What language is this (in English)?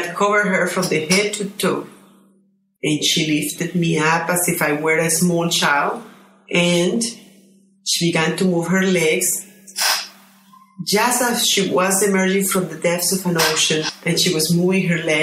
English